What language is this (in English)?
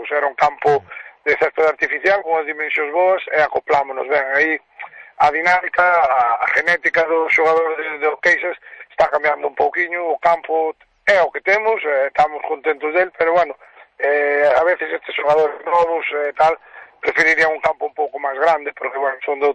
Galician